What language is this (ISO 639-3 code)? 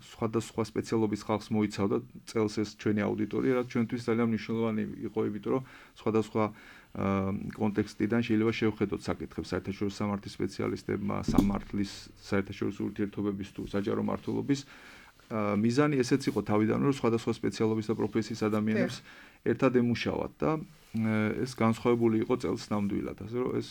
kat